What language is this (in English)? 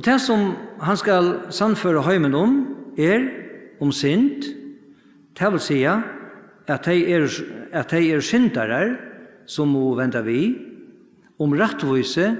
Faroese